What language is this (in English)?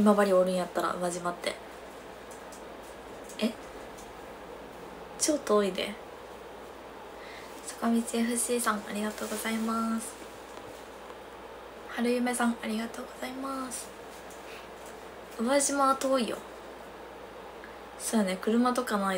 Japanese